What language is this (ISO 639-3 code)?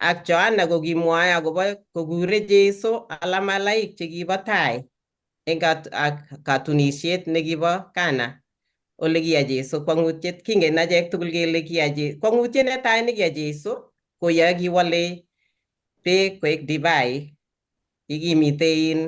kln